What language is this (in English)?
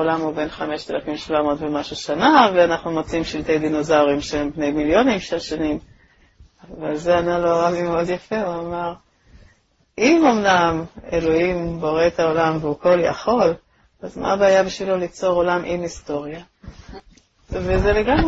Hebrew